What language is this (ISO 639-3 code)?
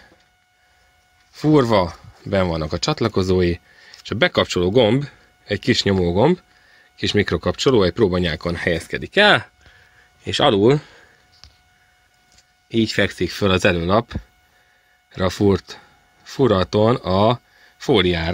hun